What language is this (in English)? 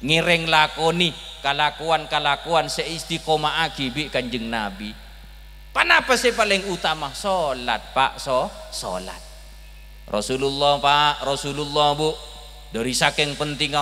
Madurese